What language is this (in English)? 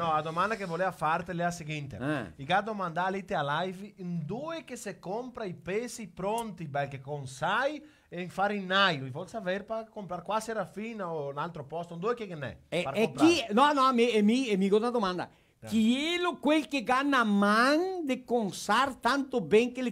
Venetian